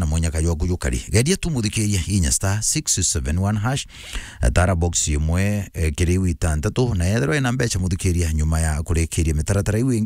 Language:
Meru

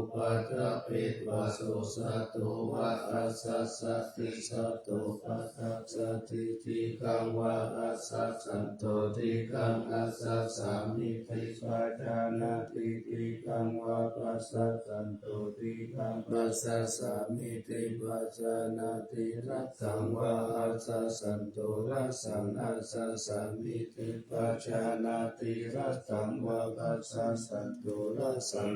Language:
Pali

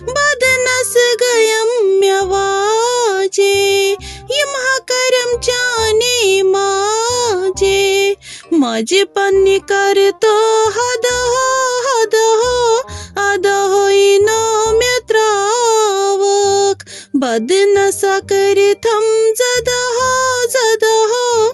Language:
Kashmiri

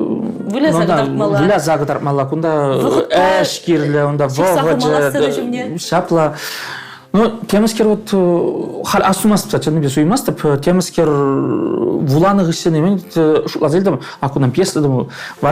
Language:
Chuvash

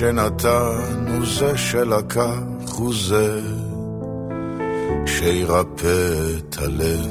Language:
Hebrew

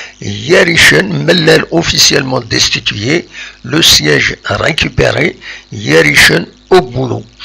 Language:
Kabyle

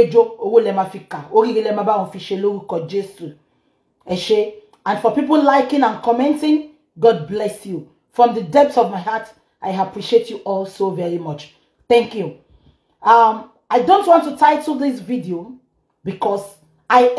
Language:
Yoruba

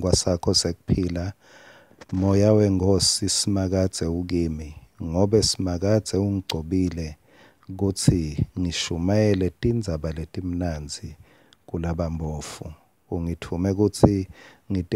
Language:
Swati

